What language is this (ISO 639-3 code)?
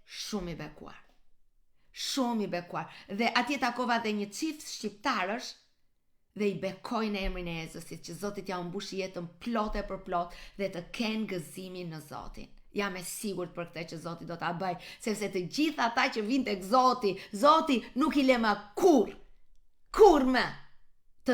sqi